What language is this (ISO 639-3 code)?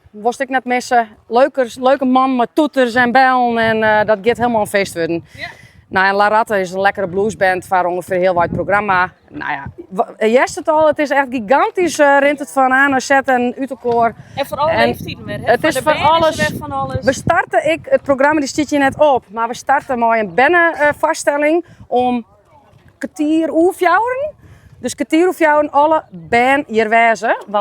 fry